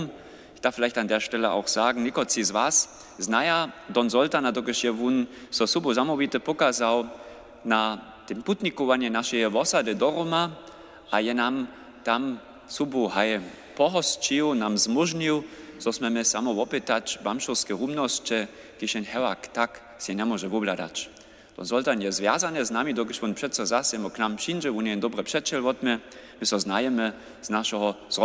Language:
Upper Sorbian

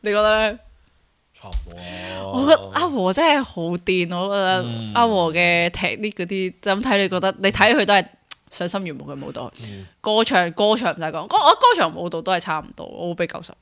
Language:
Cantonese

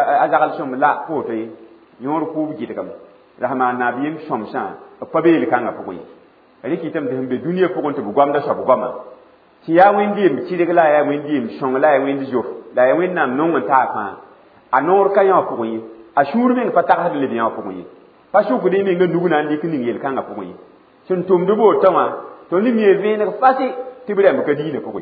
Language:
Mossi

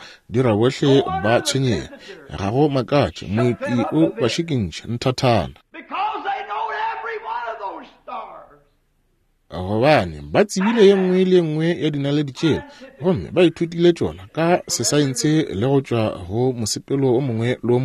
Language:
Northern Sotho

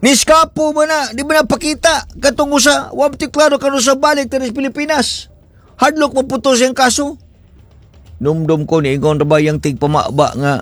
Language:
Cebuano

